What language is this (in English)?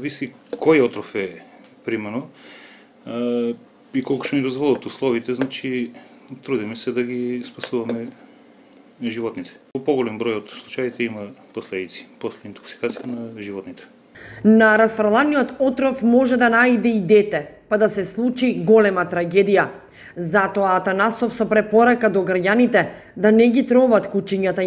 Macedonian